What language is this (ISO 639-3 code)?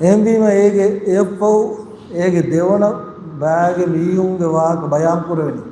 div